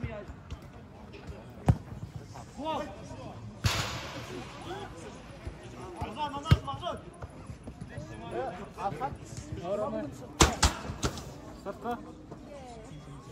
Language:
Kazakh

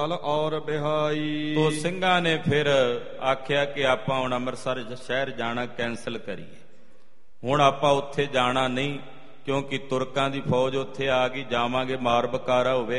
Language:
Punjabi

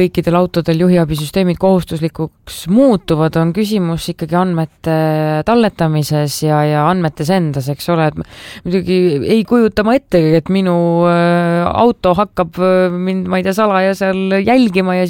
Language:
Estonian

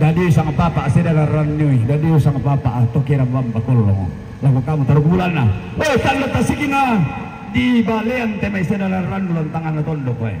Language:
Toraja-Sa'dan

